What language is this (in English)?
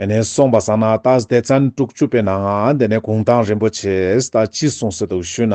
Ladakhi